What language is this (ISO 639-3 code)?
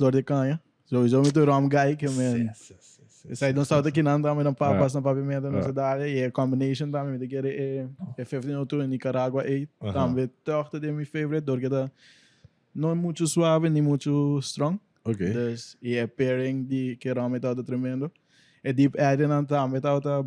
pap